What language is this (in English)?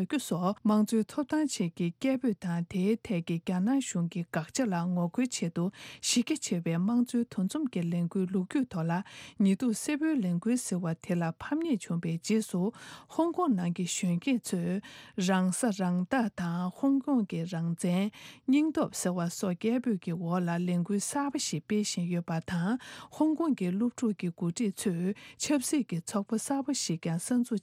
Tibetan